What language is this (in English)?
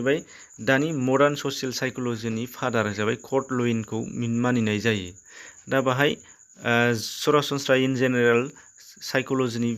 Bodo